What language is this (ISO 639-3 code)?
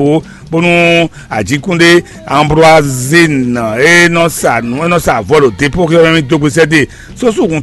fon